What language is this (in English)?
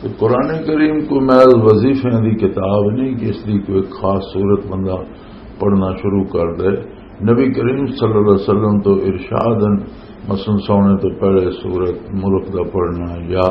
Western Panjabi